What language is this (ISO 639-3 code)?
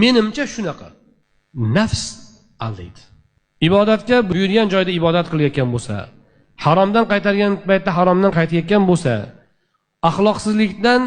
uzb